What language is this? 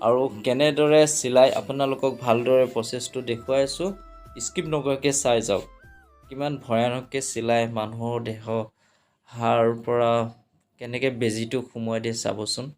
Assamese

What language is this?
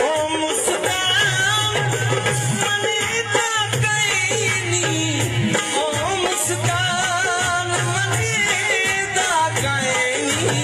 Saraiki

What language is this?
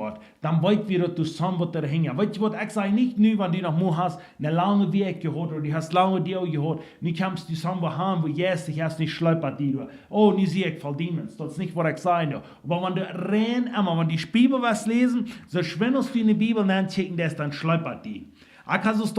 Plautdietsch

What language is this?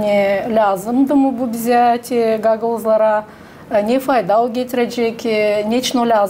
Gagauz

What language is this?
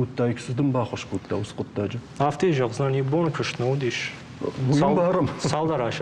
Ossetic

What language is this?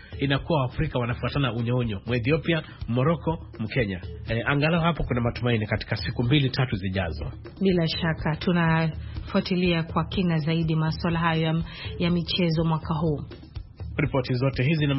Swahili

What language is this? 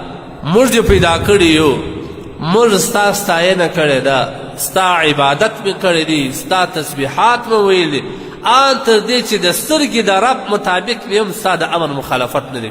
Pashto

